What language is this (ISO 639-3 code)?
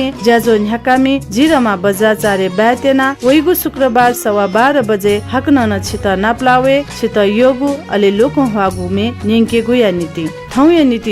new